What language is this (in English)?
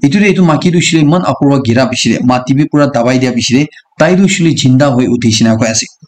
Naga Pidgin